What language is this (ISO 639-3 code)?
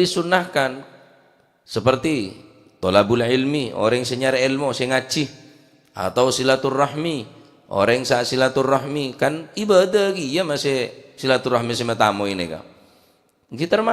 mad